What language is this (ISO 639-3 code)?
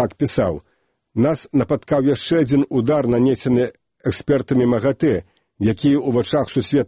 bel